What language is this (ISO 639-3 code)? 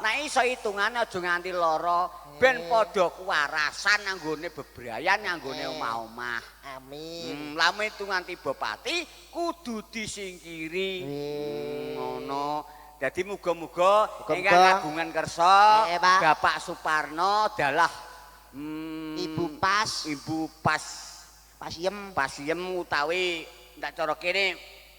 jav